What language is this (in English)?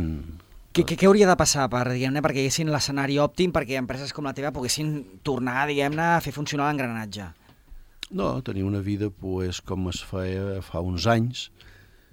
Catalan